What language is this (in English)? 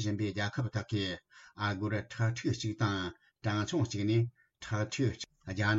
Tibetan